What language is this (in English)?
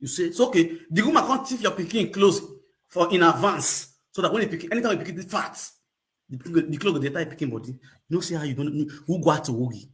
Nigerian Pidgin